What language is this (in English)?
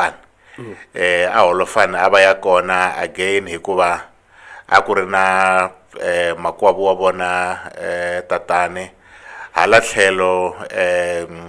Tsonga